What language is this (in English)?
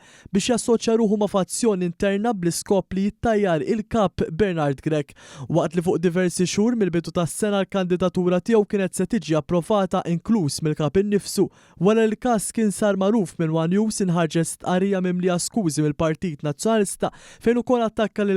Maltese